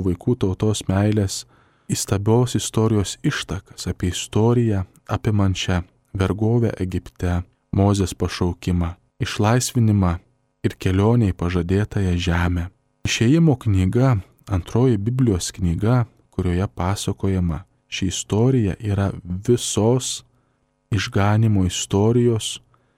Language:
Lithuanian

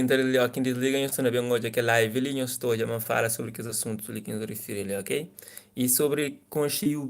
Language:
Kabuverdianu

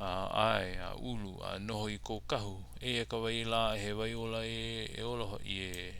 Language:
Hawaiian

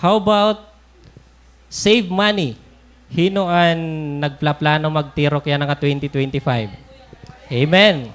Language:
Waray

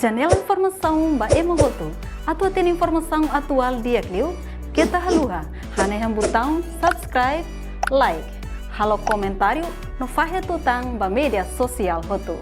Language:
Tetum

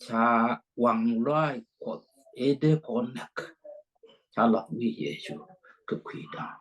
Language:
Nuer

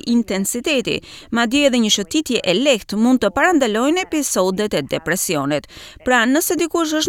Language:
Albanian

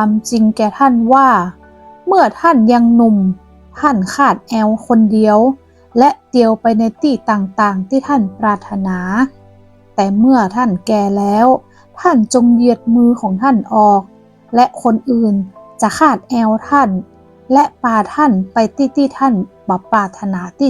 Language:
Northern Thai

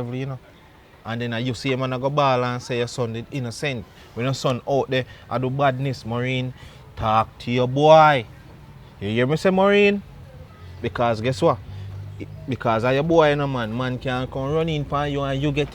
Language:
Jamaican Creole English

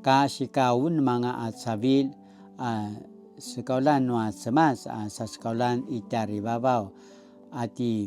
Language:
Paiwan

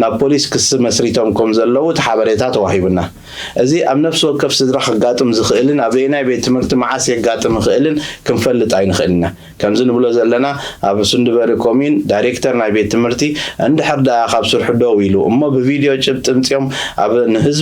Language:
Tigrinya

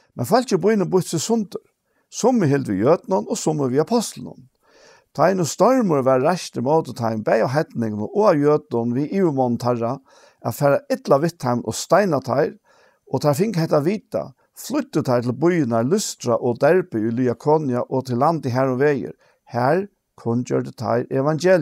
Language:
Faroese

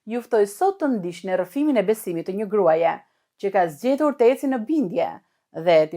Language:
Albanian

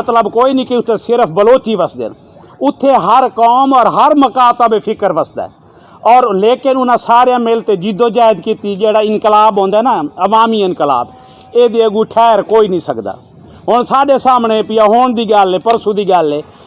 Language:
Saraiki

